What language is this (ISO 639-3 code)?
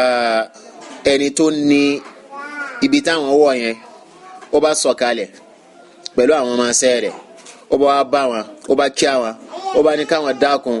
yor